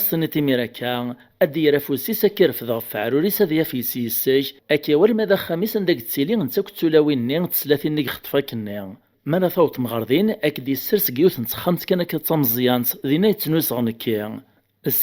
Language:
Kabyle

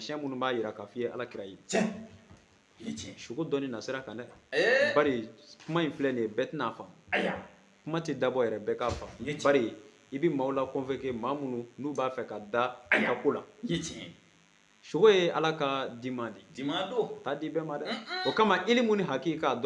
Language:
Bambara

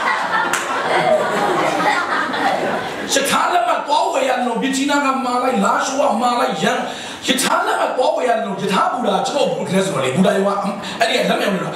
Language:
Burmese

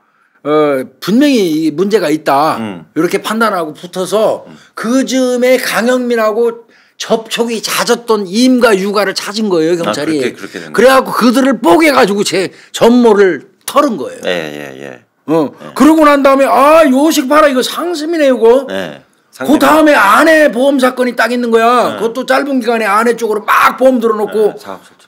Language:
Korean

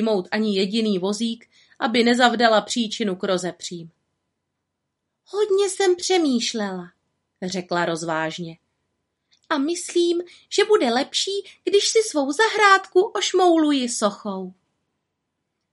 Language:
Czech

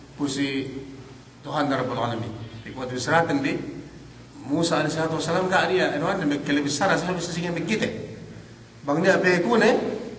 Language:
Yakan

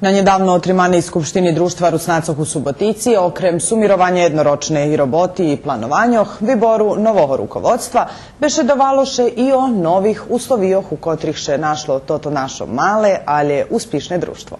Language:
Rusyn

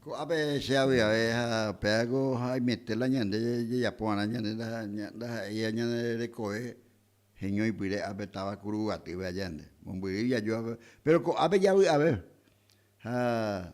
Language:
Guarani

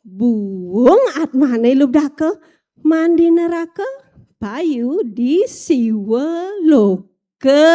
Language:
Balinese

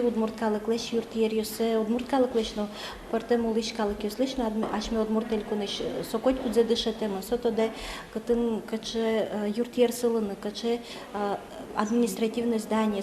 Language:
Udmurt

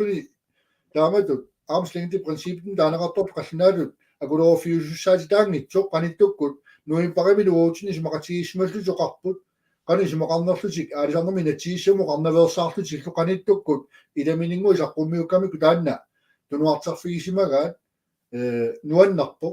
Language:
Kalaallisut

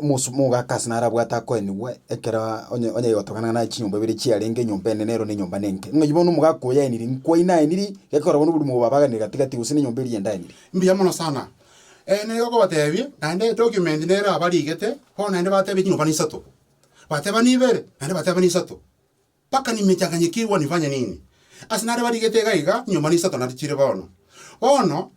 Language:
Gusii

